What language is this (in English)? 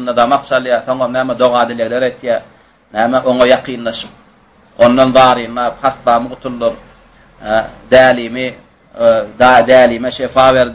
Turkmen